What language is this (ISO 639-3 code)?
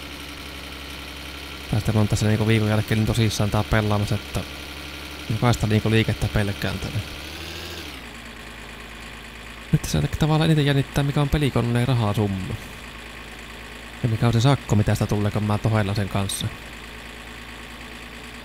fin